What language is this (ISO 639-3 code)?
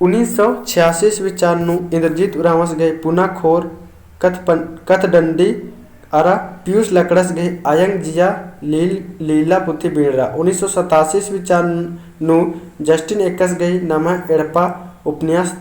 kru